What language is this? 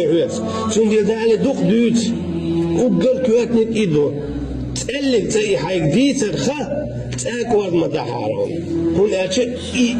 Chechen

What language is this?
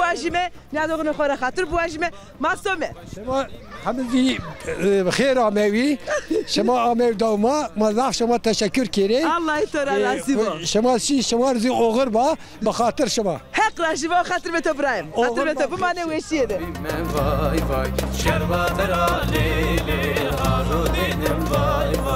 Zaza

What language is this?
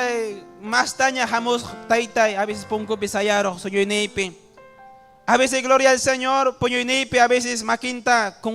Ayacucho Quechua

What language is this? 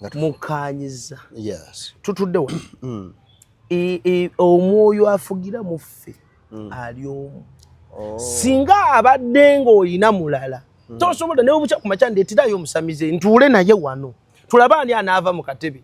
Ganda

